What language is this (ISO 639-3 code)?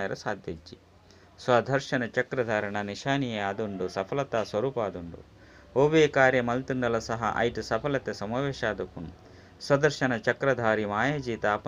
tcy